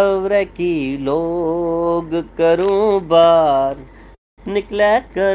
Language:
Dogri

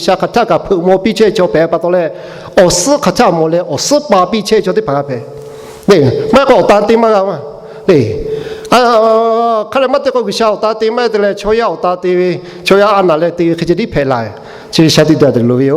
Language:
Lahu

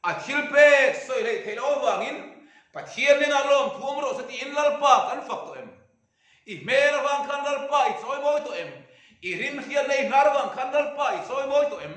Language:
Mizo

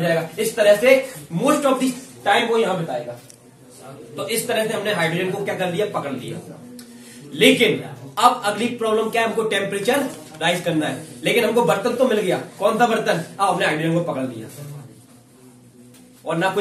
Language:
Hindi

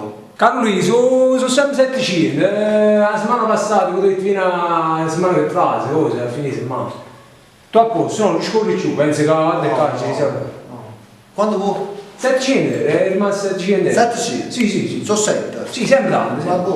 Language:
Neapolitan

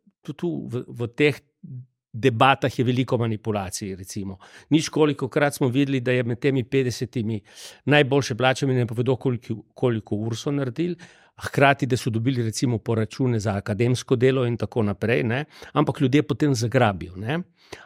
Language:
Slovenian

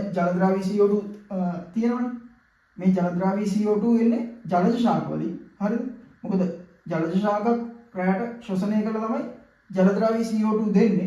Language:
Sinhala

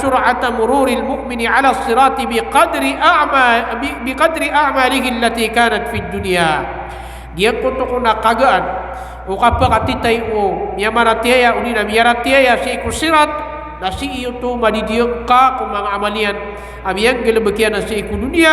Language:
Maranao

